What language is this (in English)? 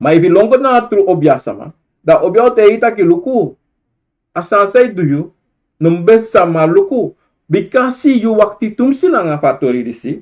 Sranan Tongo